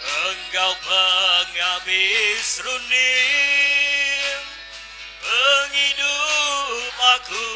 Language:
Iban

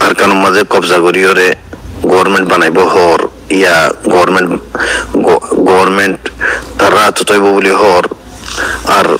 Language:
Rohingya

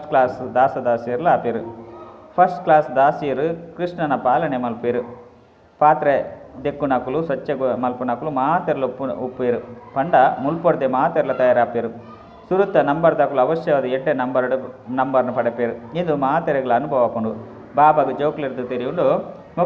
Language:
Tulu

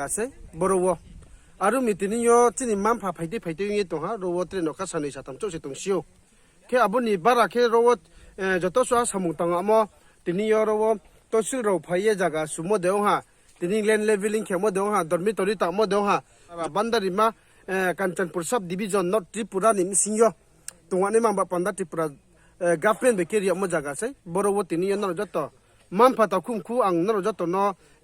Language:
Riang (India)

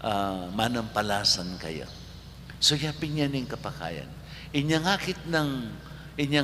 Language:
Pampanga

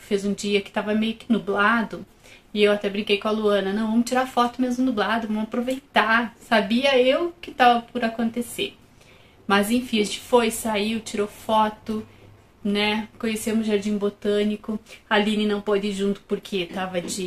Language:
Portuguese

